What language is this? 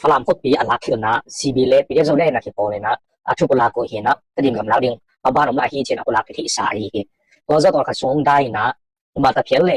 Tedim Chin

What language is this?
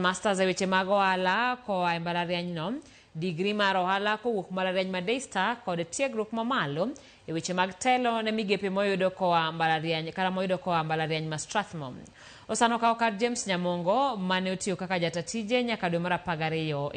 Luo (Kenya and Tanzania)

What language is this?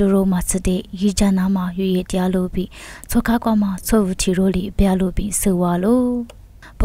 Lisu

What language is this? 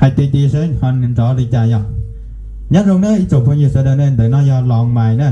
Hmong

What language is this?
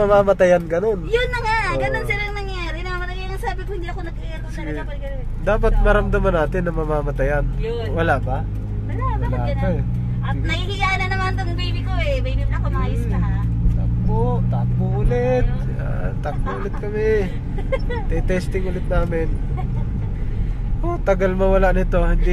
Filipino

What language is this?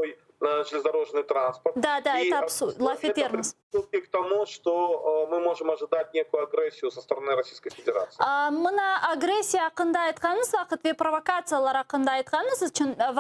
Crimean Tatar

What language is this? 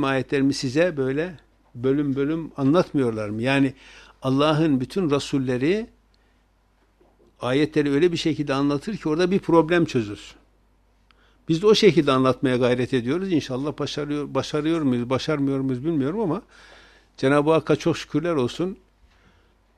Turkish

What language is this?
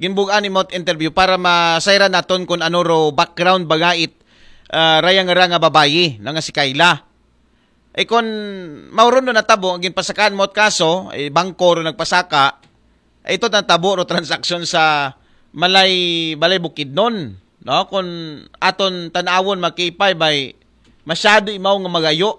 Aklanon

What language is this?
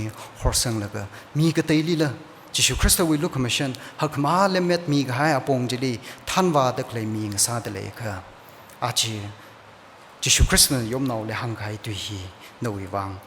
Tangkhul Naga (India)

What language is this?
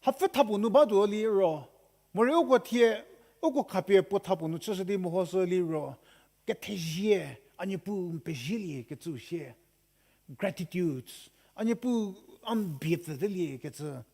Angami Naga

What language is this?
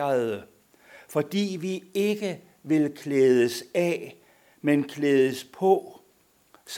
Danish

